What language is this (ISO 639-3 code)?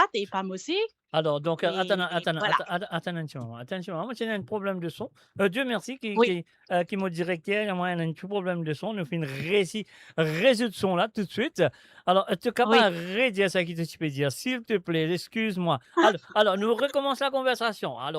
mfe